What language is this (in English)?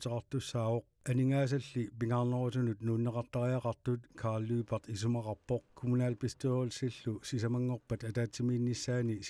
Kalaallisut